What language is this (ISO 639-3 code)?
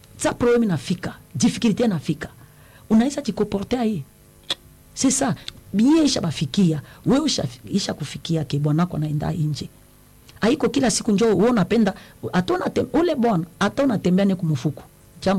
swa